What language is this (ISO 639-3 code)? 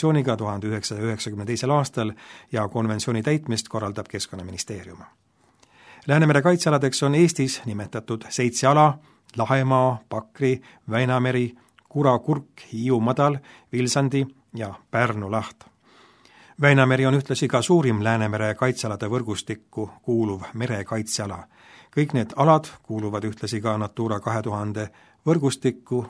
est